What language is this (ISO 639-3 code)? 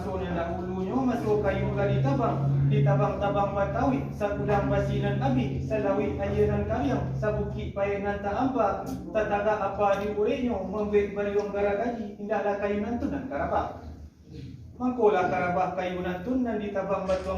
min